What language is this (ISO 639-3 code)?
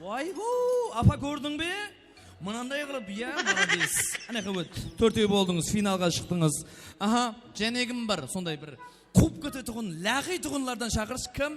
kaa